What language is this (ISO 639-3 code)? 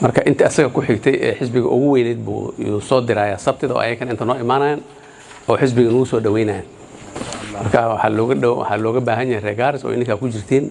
som